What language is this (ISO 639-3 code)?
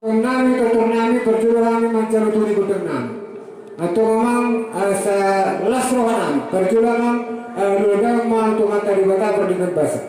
bbc